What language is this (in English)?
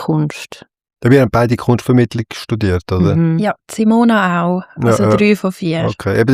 Swiss German